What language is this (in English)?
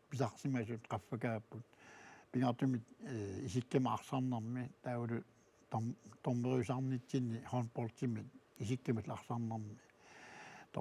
Kalaallisut